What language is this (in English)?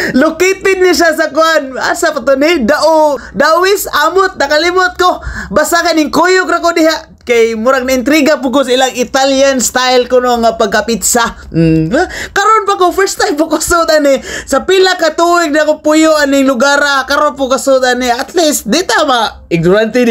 Cebuano